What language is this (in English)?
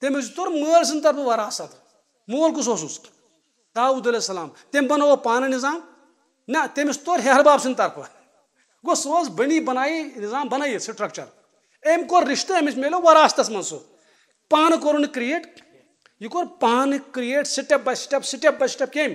Kashmiri